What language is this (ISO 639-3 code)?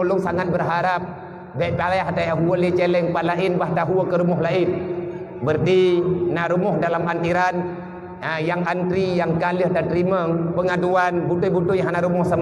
ace